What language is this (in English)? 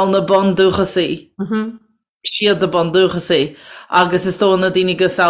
Irish